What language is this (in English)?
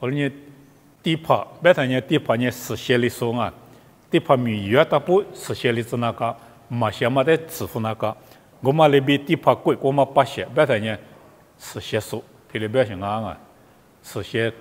Lisu